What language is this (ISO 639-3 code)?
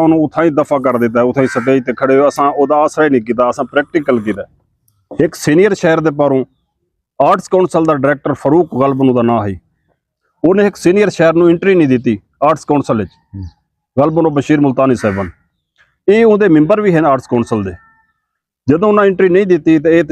skr